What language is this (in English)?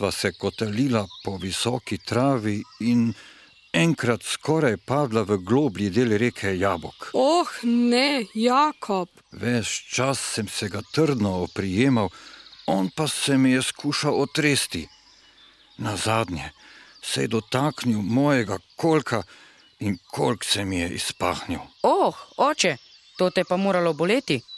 Slovenian